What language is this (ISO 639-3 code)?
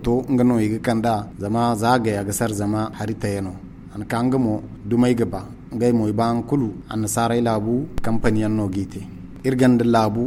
dje